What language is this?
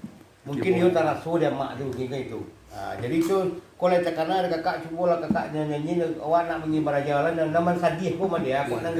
Minangkabau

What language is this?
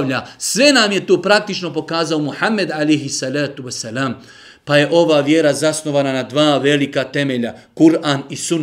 Bosnian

